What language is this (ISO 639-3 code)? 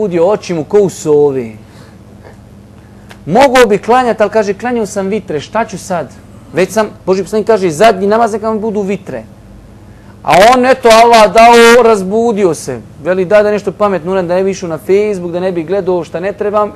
bos